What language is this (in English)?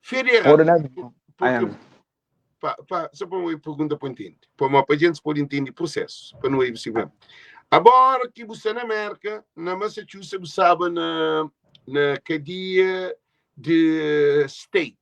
Kabuverdianu